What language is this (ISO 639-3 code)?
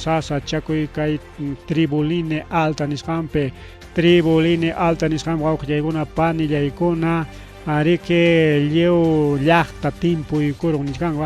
quy